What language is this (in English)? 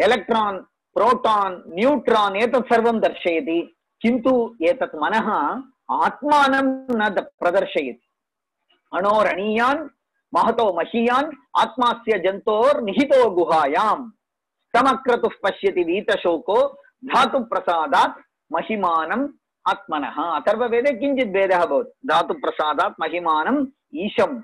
Sanskrit